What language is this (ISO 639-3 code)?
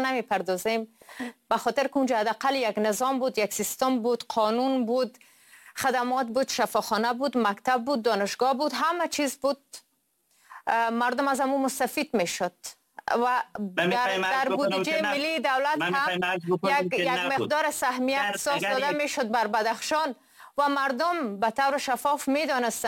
fas